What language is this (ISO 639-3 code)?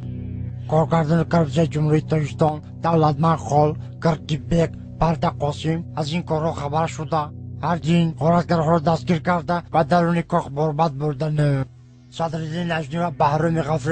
tgk